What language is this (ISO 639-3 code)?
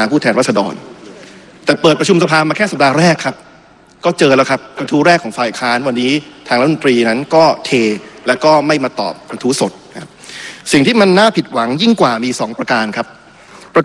tha